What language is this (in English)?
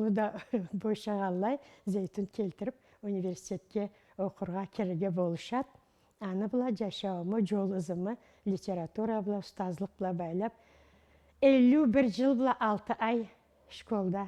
Karachay-Balkar